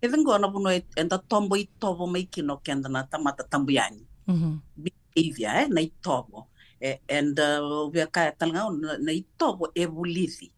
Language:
Fijian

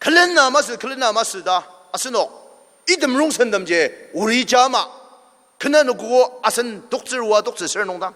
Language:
Ao Naga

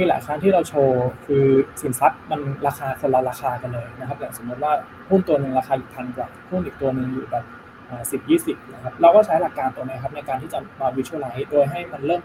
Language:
Thai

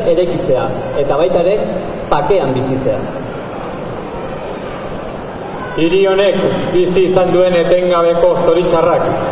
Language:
Basque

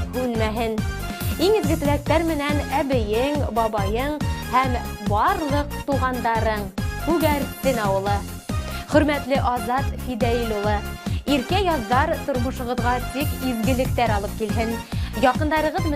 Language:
Bashkir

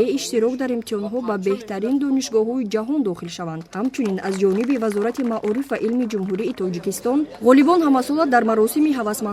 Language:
Tajik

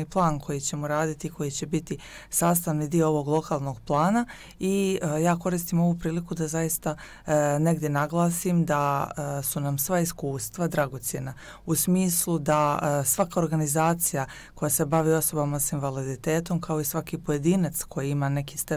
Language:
Bosnian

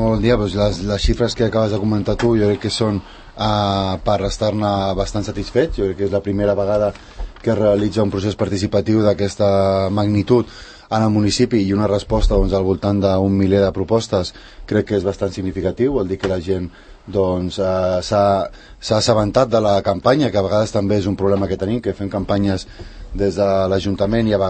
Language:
Catalan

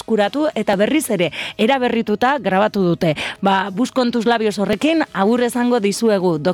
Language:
Basque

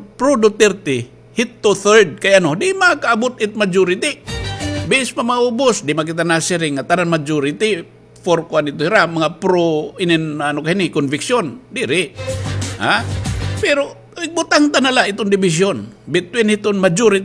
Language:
Waray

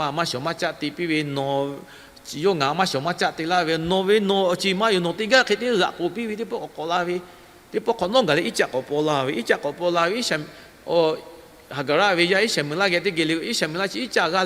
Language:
Lahu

